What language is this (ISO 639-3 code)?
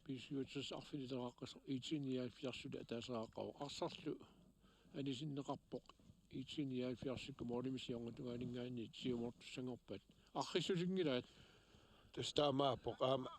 kal